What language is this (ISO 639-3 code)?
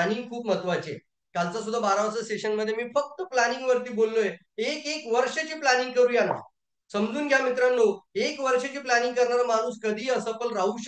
mar